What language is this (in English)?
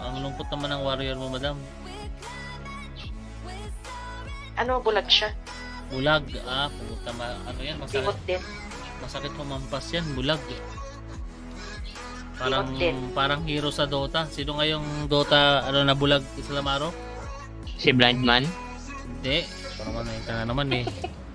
Filipino